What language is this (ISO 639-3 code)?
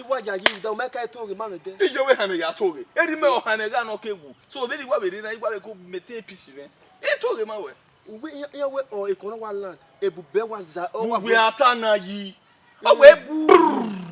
bin